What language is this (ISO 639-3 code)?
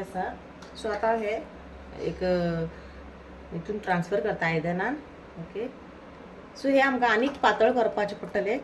kok